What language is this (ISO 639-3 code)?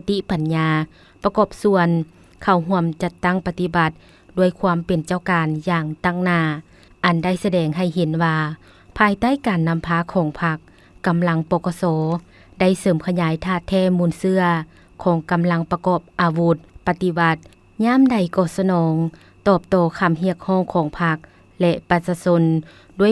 lao